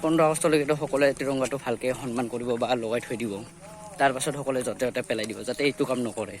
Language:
Assamese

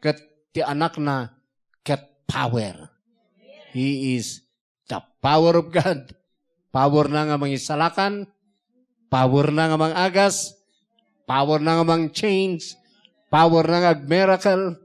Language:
Iloko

